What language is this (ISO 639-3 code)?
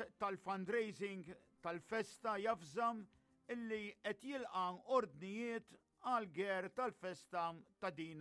mlt